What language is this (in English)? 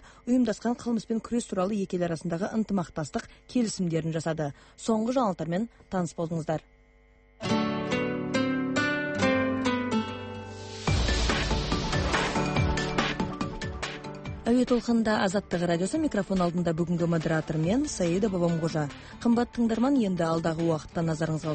Kazakh